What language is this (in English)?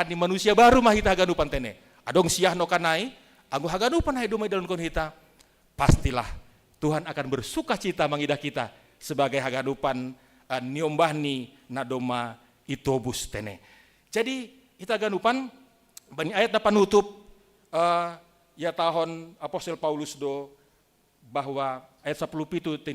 Batak Simalungun